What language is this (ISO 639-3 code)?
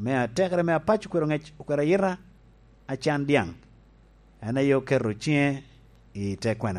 laj